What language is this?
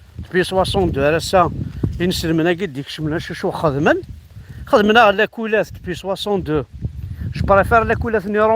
Kabyle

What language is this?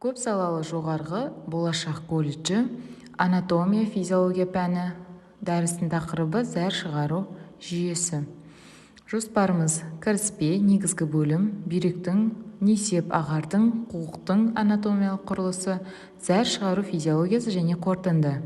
Kazakh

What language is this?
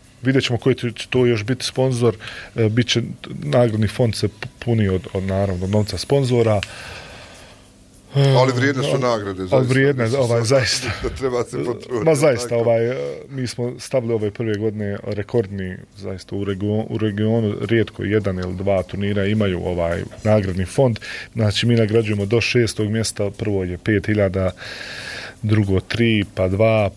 Bosnian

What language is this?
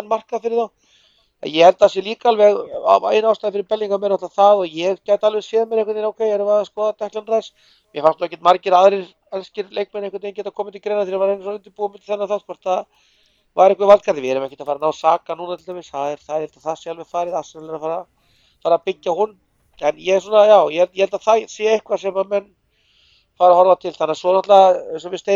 Icelandic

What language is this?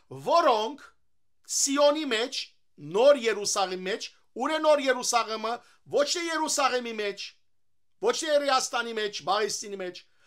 Western Armenian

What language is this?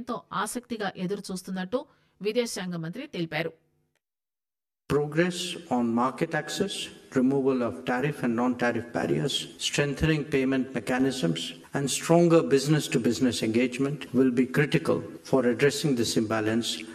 Telugu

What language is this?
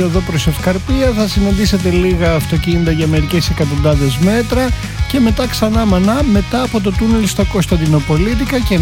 Greek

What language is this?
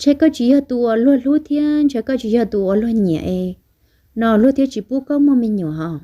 Hmong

